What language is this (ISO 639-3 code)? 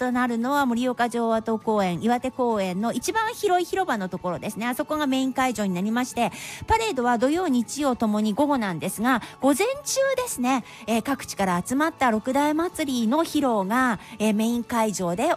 jpn